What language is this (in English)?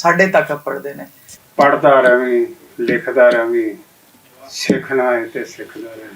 Western Panjabi